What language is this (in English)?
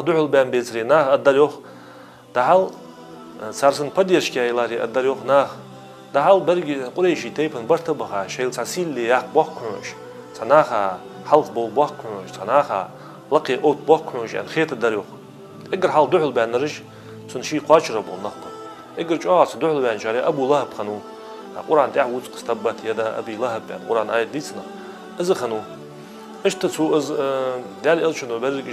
Ingush